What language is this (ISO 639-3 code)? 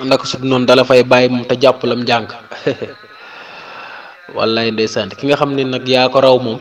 wol